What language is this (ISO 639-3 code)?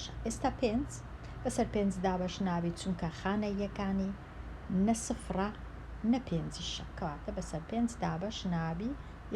ckb